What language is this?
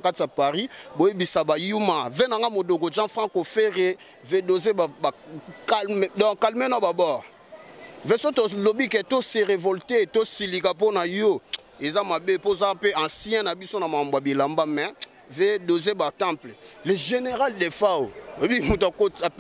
Lingala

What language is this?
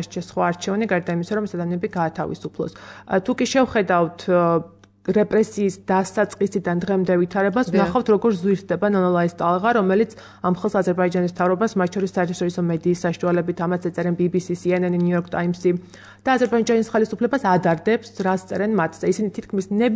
Georgian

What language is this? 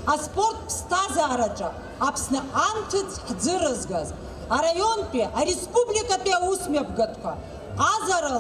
Abkhazian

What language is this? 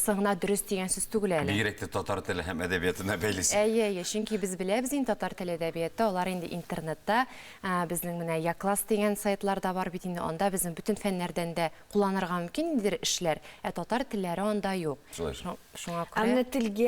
Tatar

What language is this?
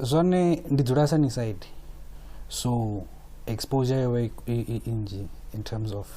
Venda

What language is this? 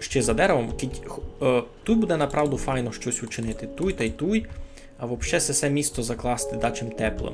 Rusyn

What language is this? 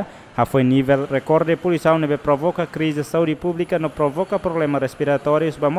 Tetum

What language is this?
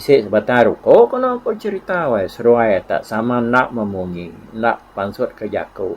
Iban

